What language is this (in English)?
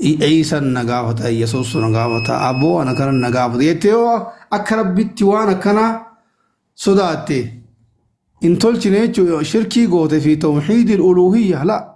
Oromo